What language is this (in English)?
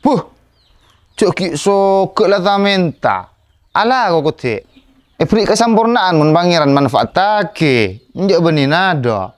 Madurese